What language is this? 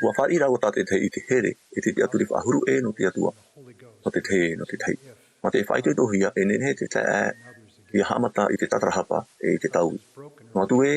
Tahitian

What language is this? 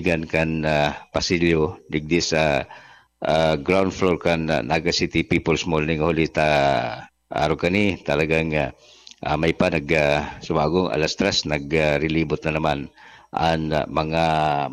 Bikol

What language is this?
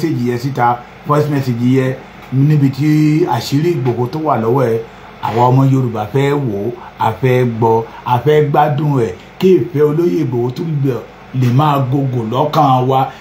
Yoruba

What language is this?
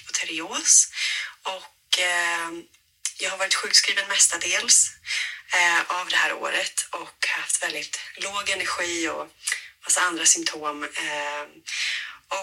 Swedish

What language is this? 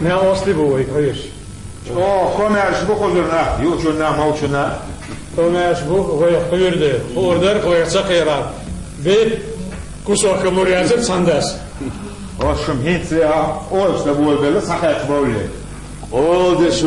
Chechen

